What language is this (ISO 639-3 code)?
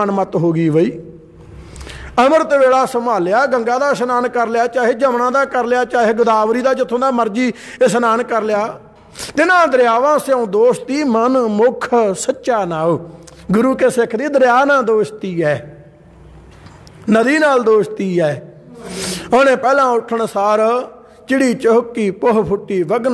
pan